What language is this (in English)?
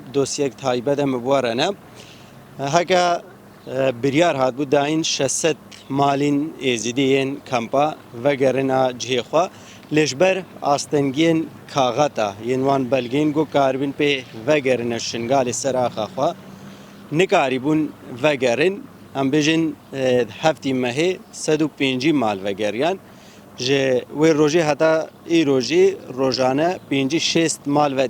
Kurdish